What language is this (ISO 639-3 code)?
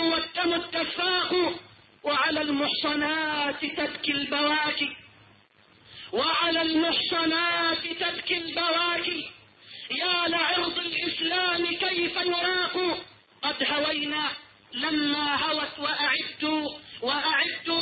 ara